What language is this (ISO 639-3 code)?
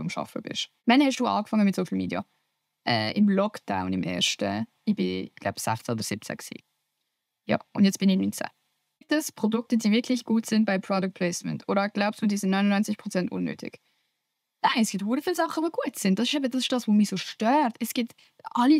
gsw